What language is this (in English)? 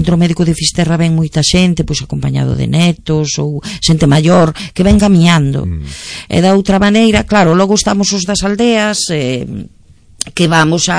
Galician